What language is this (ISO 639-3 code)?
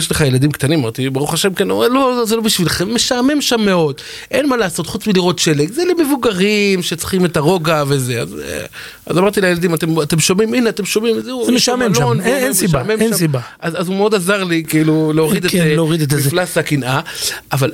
heb